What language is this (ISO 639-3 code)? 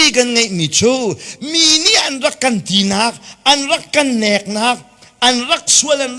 cnh